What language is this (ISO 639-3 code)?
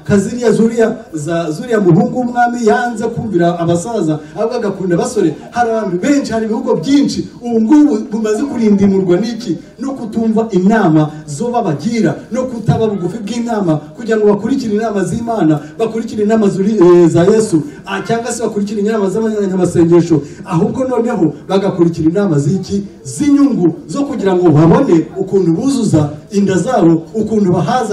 kin